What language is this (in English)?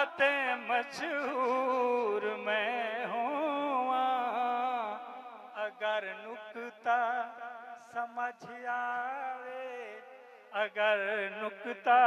Saraiki